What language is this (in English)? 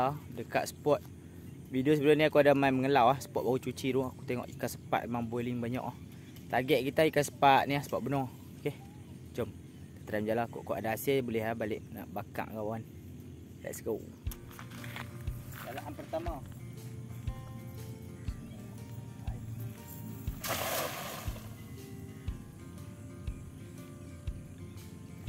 Malay